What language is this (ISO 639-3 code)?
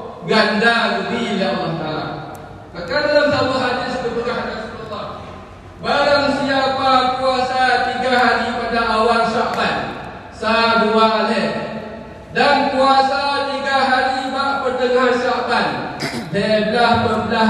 ace